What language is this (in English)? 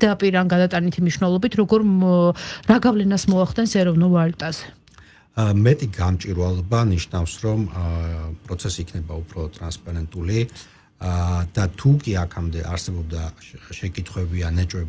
Georgian